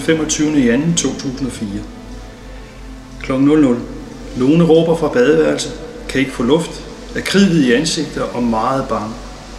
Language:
Danish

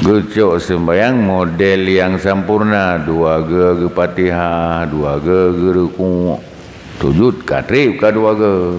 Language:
Achinese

